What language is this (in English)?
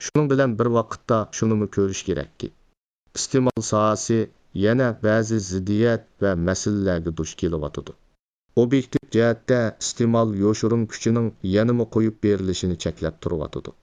Uyghur